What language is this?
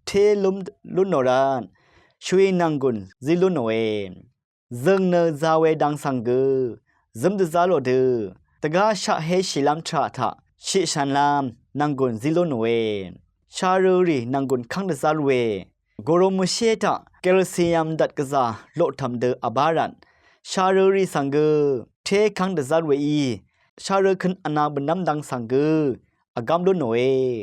Rawang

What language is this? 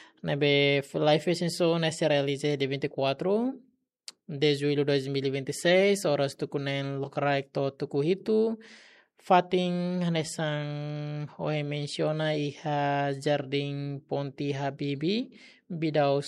Tetum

